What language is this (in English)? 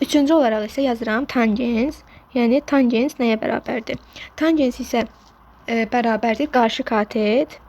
Azerbaijani